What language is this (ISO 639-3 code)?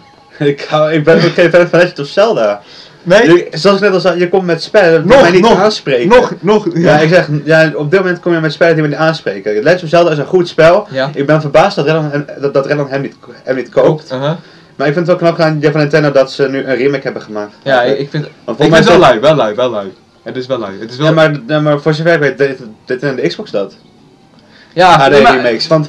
nld